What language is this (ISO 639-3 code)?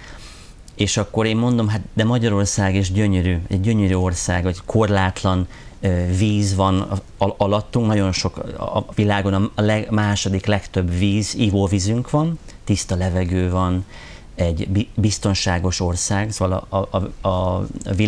hun